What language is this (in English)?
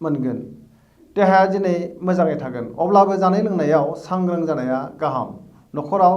Bodo